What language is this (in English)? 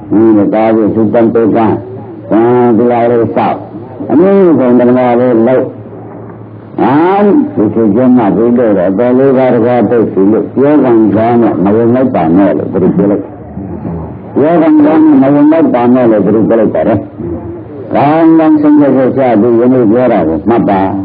Burmese